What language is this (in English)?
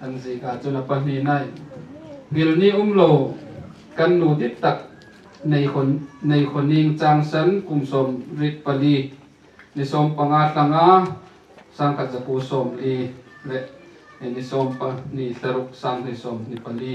Hmar